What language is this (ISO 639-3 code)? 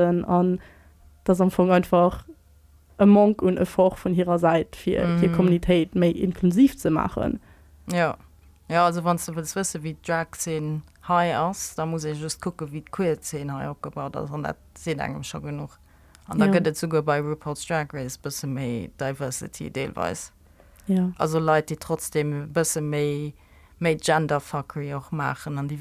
ltz